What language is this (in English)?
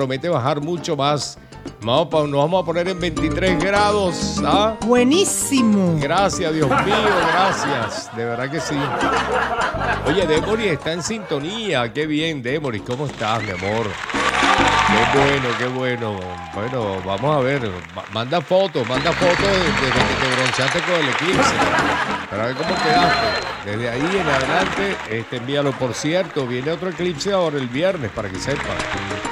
Spanish